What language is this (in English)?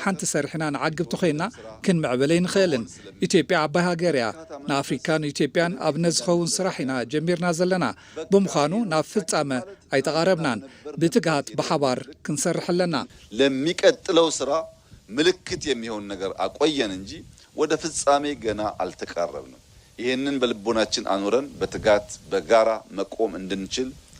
Tigrinya